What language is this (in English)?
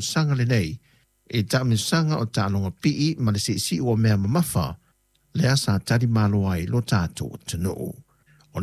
Samoan